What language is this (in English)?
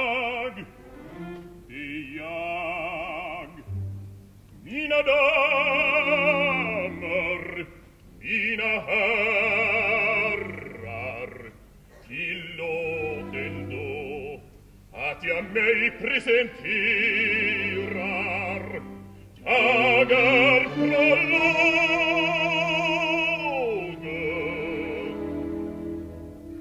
Swedish